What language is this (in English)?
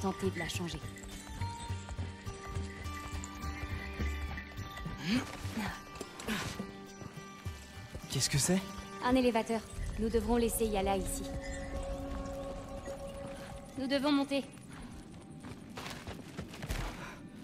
French